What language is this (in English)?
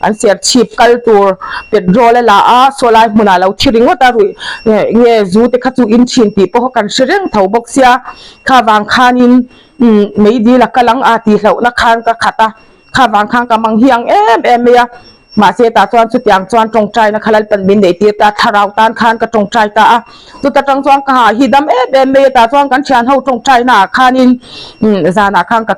Mizo